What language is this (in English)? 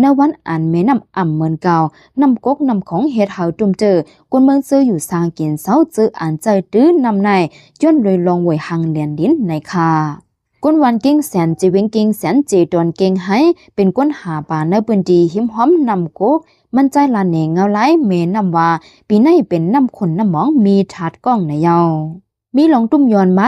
Shan